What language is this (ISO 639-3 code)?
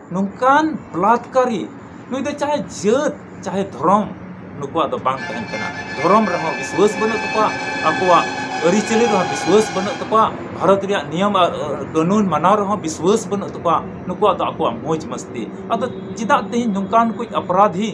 sat